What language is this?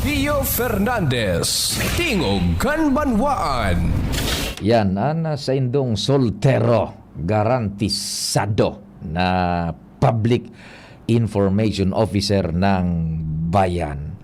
Bikol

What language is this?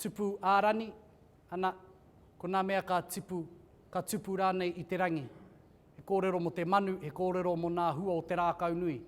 Māori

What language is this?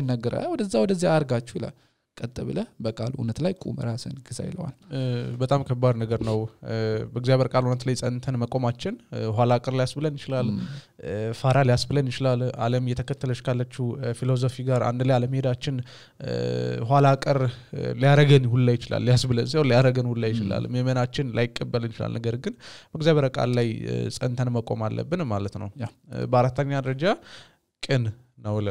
Amharic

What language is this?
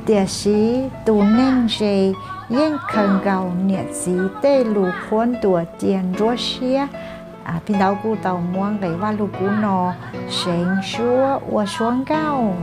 Hmong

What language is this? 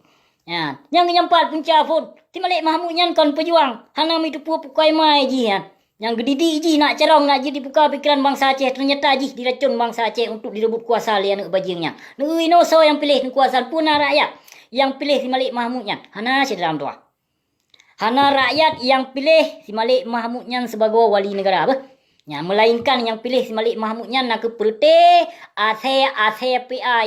Achinese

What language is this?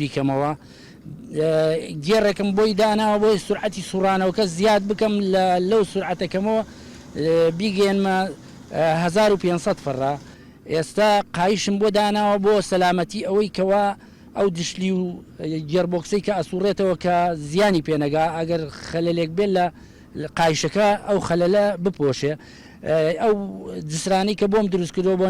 Central Kurdish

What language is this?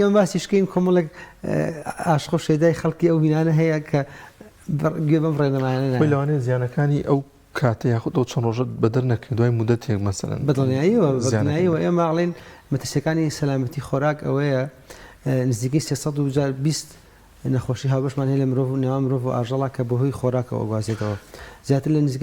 Central Kurdish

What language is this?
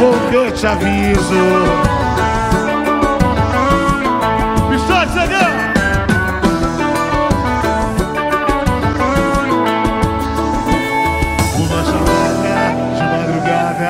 Portuguese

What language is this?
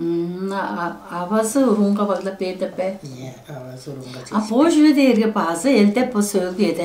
Tuvinian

